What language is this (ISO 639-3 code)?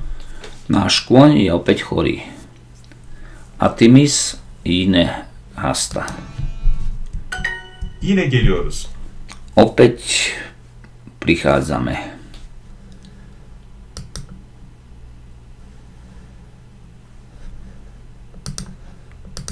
slk